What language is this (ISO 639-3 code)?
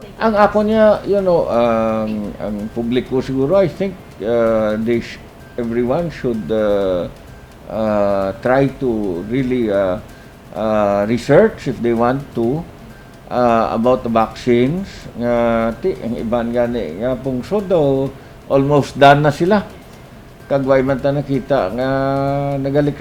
hil